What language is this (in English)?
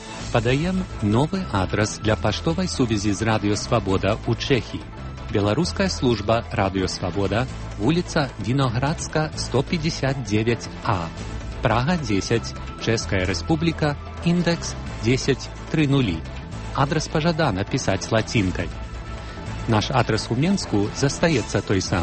Belarusian